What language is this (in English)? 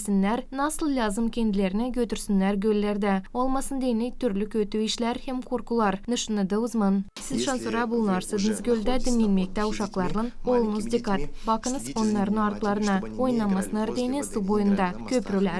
Gagauz